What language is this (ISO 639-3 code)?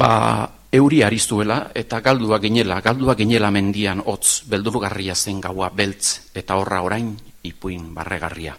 eus